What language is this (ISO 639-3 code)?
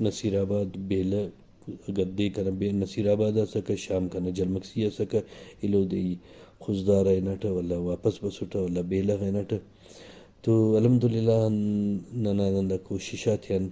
brh